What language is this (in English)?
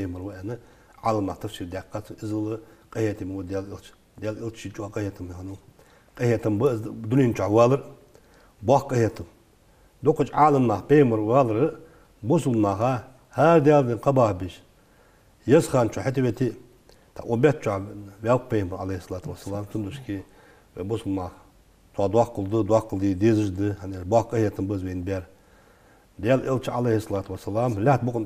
Ingush